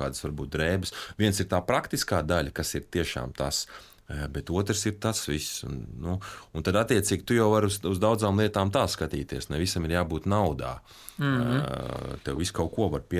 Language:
Latvian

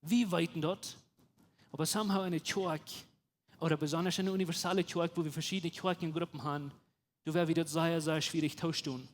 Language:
Plautdietsch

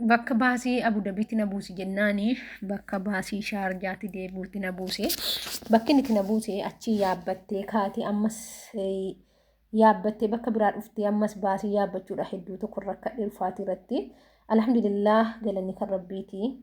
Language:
Oromo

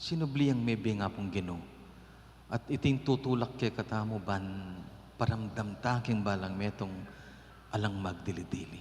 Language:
Pampanga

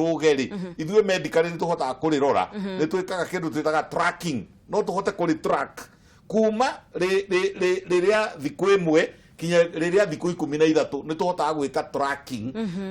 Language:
Kikuyu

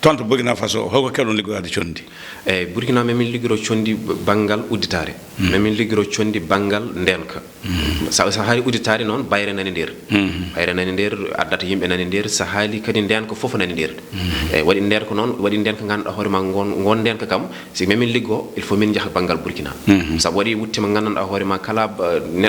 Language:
Fula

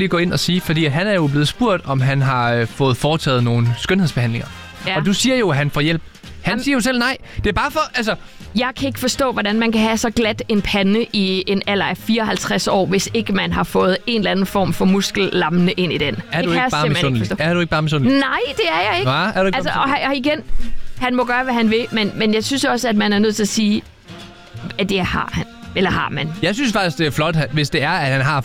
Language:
Danish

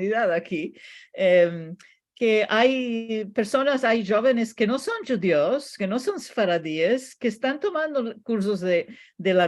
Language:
Ladino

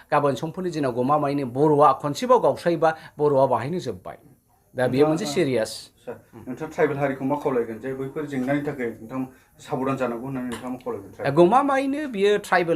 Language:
Bodo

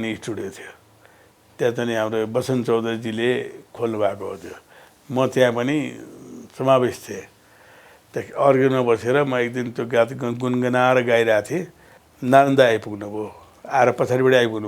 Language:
Nepali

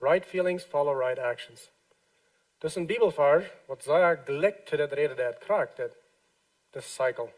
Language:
Plautdietsch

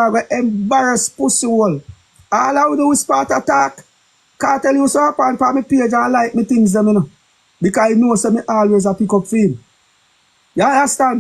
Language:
Jamaican Creole English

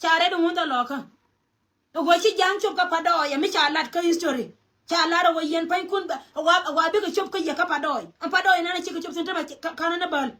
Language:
Nuer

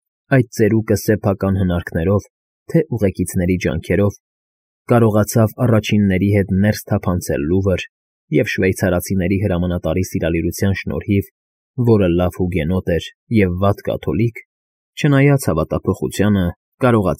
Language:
Armenian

